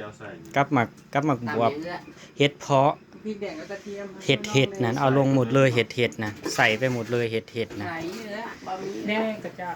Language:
Northeastern Thai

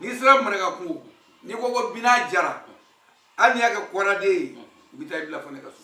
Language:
Bambara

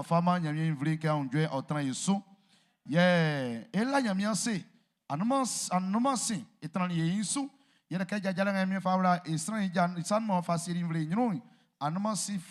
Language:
Baoulé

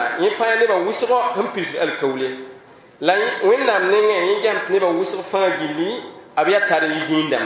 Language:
Mossi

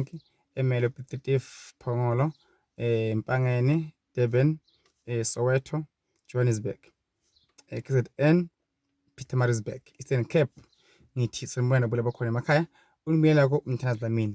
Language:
Zulu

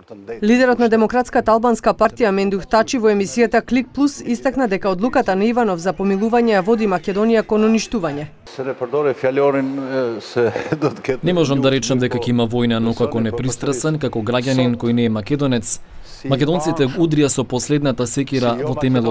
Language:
Macedonian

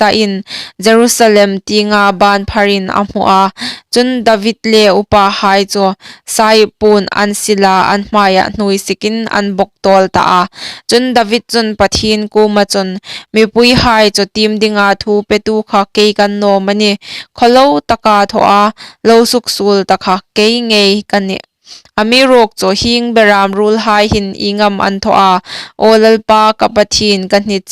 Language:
Hmar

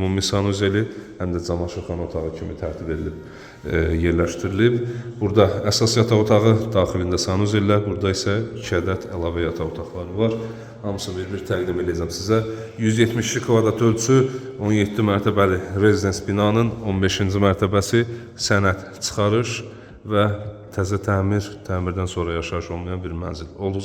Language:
Azerbaijani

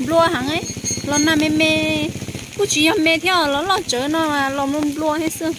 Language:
Hmong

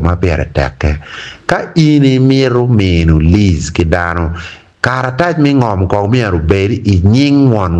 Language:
Acoli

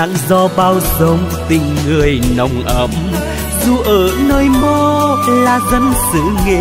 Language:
Vietnamese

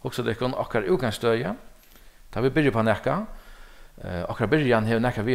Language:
Faroese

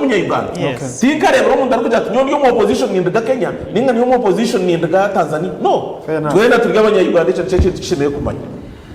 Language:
Nyankole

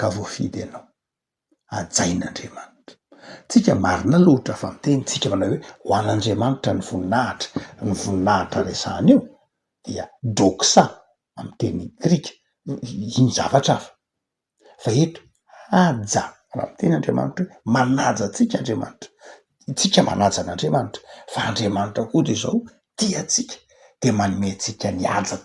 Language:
Malagasy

